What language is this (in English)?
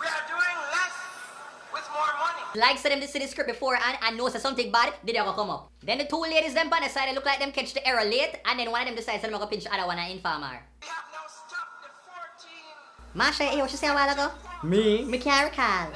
Jamaican Creole English